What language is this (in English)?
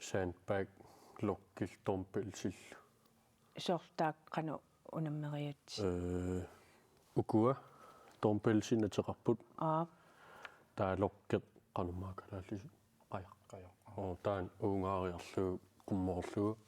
Kalaallisut